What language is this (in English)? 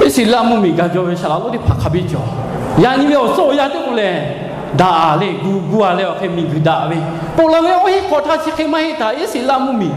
Lahu